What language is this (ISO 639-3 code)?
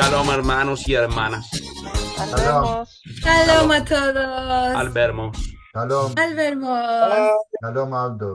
lad